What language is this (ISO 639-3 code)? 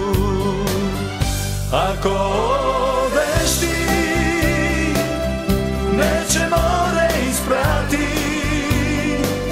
hrv